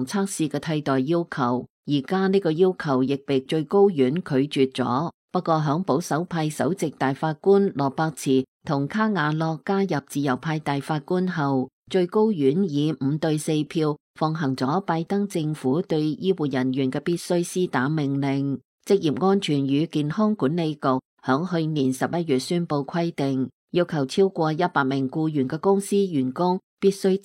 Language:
Cantonese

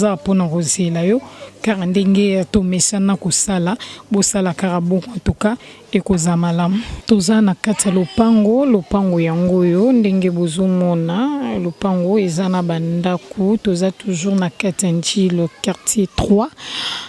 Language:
Lingala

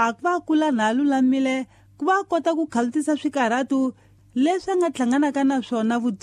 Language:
Tsonga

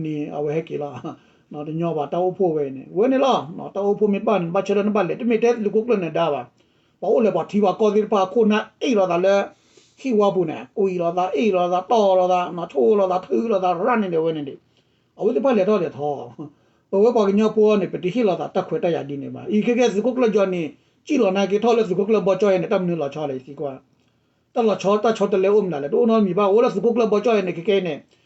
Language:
S'gaw Karen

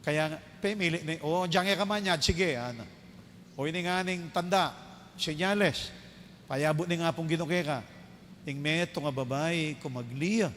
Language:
Pampanga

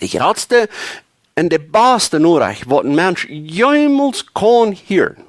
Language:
Plautdietsch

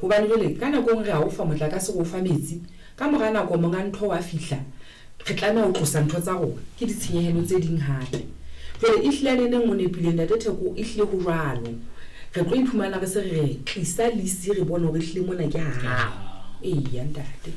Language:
Southern Sotho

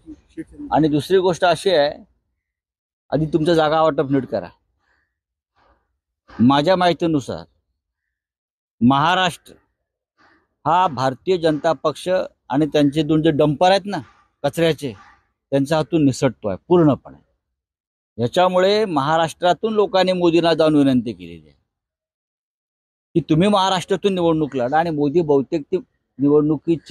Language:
Marathi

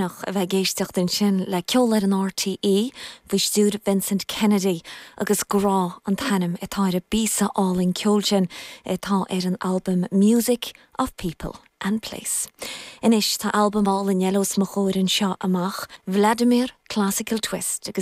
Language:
Irish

